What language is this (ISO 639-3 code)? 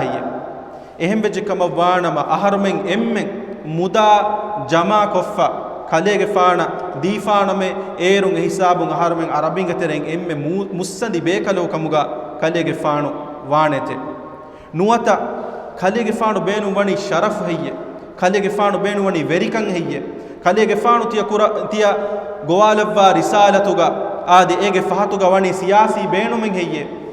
div